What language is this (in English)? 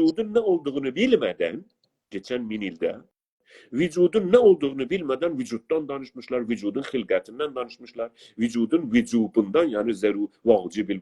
South Azerbaijani